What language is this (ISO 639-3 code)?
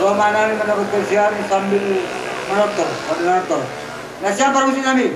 bts